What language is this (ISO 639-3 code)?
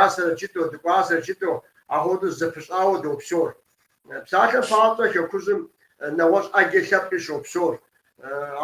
kbd